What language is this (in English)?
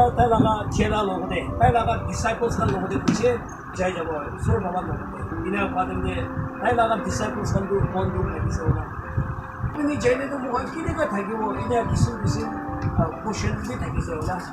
Naga Pidgin